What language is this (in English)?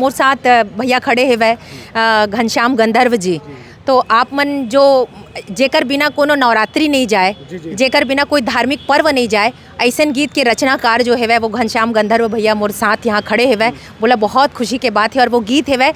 Chhattisgarhi